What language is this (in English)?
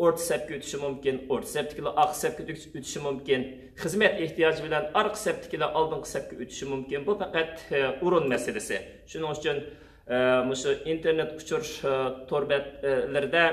Uyghur